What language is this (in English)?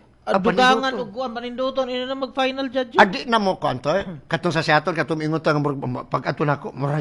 Cebuano